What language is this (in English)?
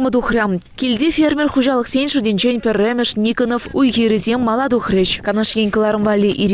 Chuvash